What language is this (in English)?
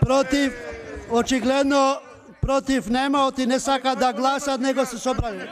Macedonian